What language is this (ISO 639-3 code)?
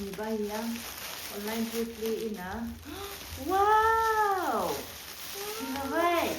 nmf